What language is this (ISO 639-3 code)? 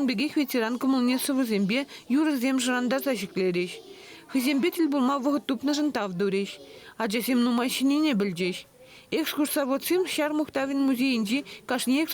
chv